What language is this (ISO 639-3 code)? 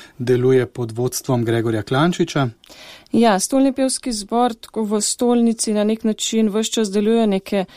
slv